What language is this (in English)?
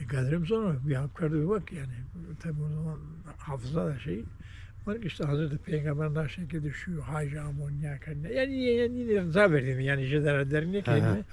Zaza